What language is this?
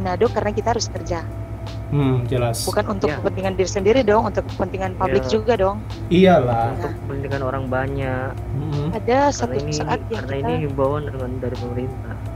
Manado Malay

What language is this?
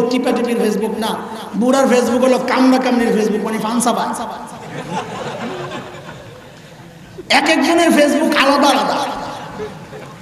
Bangla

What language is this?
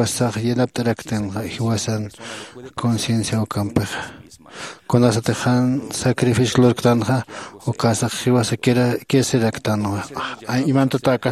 Aymara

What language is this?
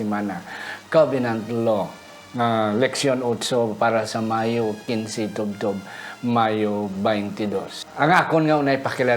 Hiligaynon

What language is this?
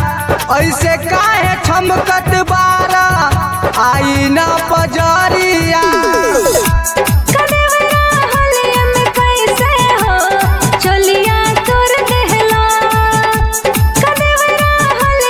Bhojpuri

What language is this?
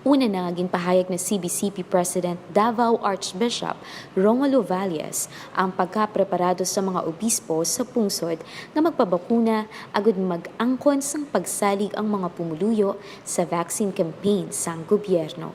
Hiligaynon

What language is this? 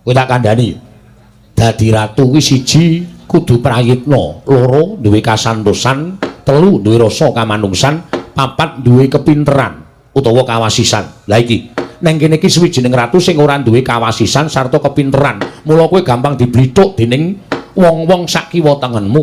Javanese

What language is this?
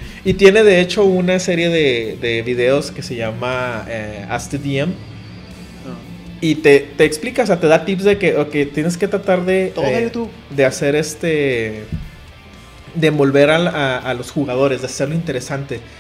Spanish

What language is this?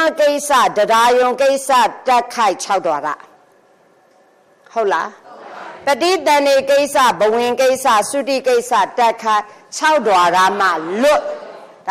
Burmese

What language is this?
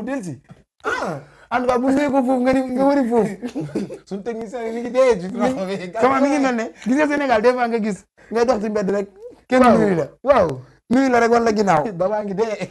Wolof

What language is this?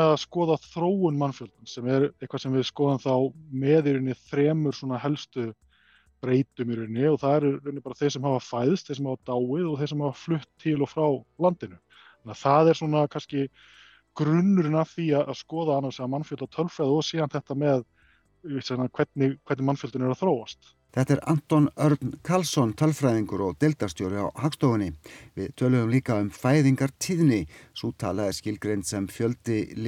Icelandic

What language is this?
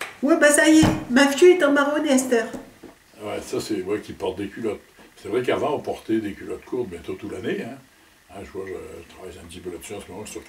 Picard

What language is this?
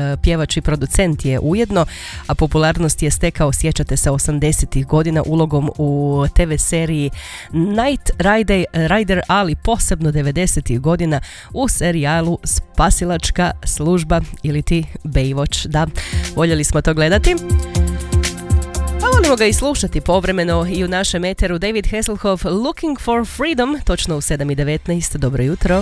Croatian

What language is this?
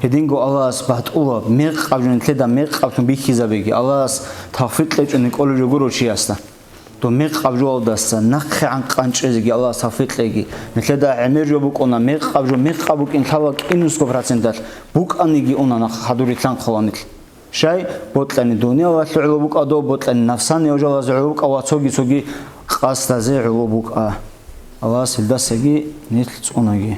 Avaric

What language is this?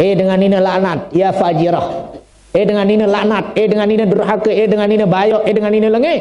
Sasak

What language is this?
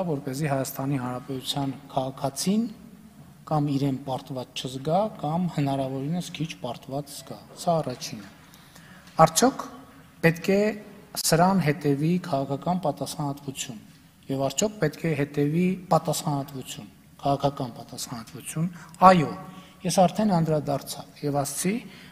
Armenian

